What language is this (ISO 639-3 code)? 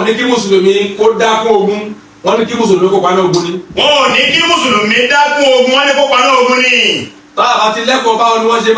yor